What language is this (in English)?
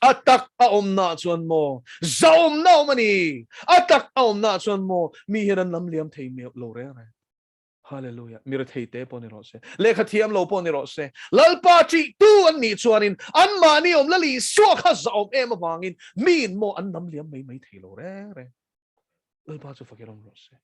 Mizo